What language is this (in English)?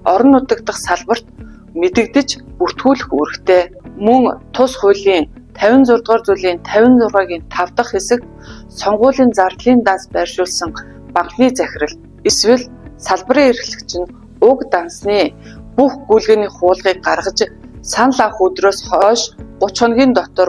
Mongolian